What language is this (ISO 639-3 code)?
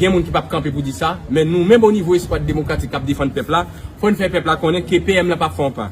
hat